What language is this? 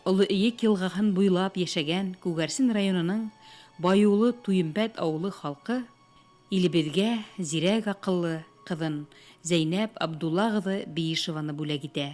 Bashkir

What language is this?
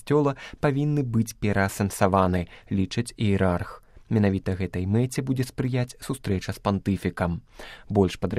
Belarusian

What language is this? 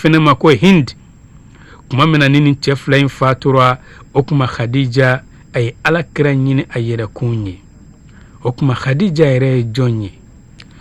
Bambara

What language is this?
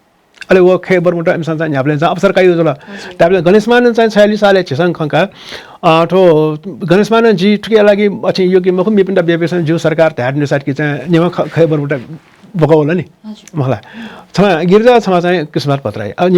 Newari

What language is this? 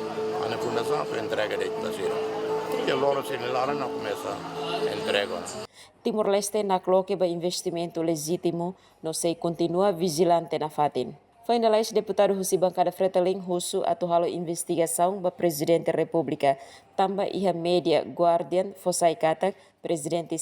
Tetum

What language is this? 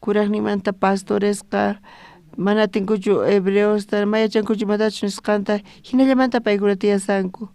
South Bolivian Quechua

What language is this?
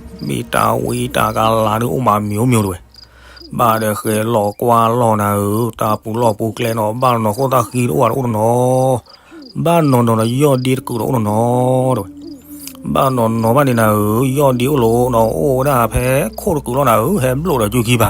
S'gaw Karen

